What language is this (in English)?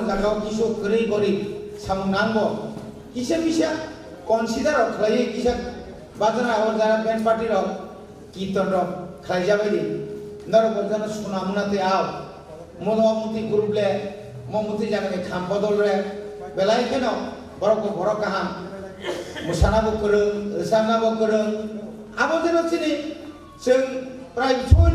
Kok Borok